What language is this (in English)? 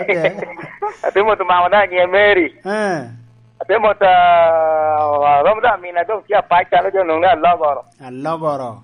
Lango (Uganda)